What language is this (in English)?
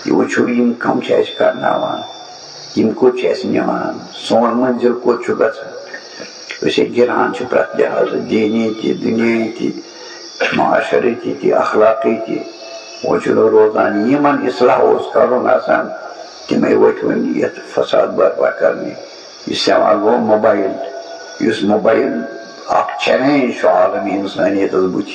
Kashmiri